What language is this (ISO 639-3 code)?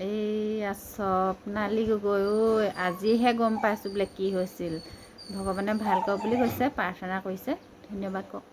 asm